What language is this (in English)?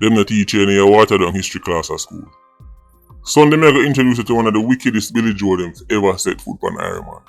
Jamaican Creole English